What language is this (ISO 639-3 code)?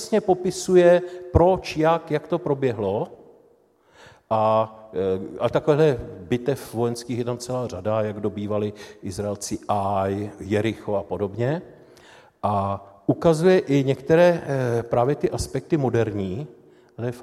ces